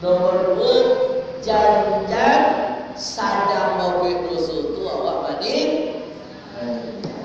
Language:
Minangkabau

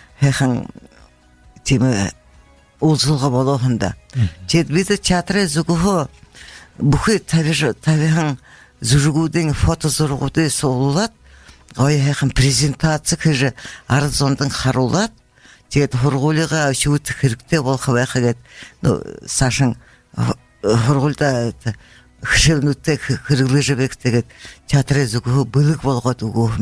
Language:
Buriat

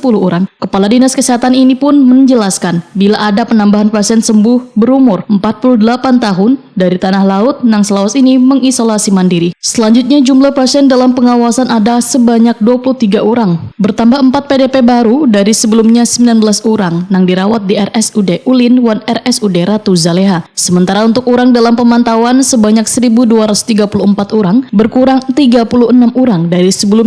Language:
Banjar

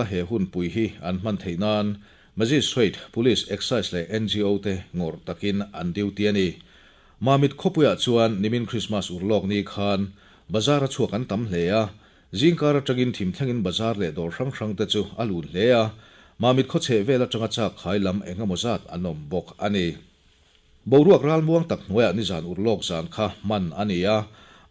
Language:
Mizo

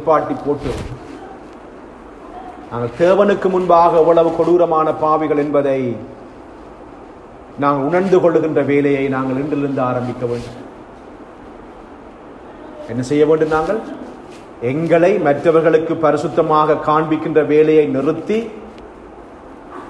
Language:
Tamil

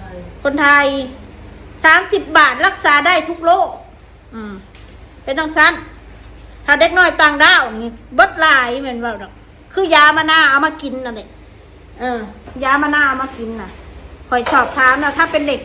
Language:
Northeastern Thai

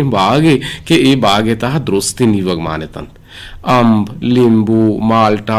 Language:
Eastern Balochi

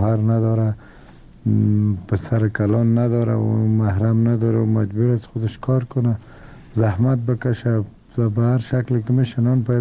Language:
Persian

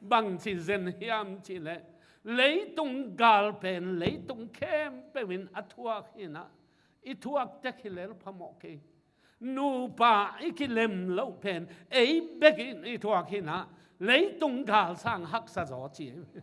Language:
Tedim Chin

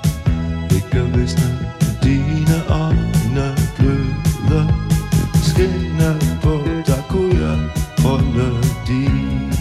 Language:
Danish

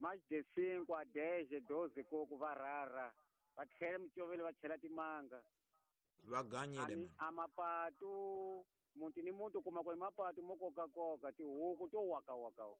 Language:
Tsonga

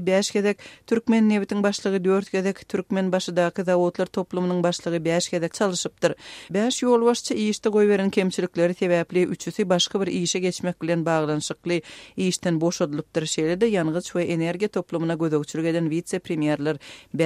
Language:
Turkmen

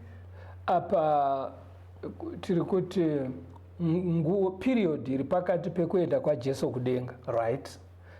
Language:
Shona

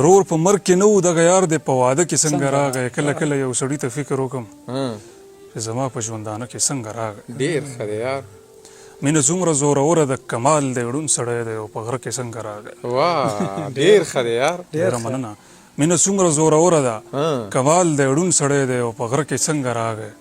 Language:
Pashto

